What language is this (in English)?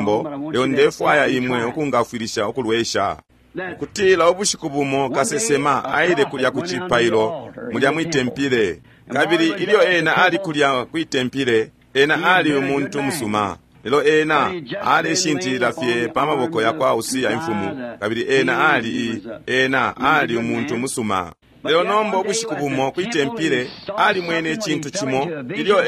Bemba